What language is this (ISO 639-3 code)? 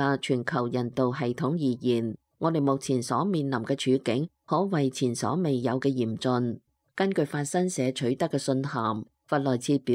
yue